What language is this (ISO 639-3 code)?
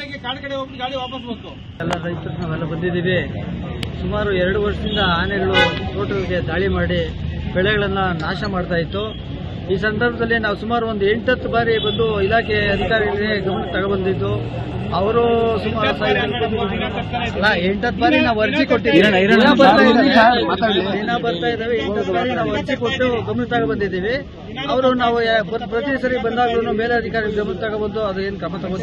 kan